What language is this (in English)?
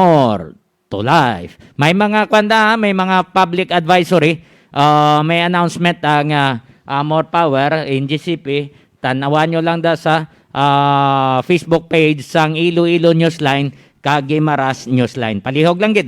Hiligaynon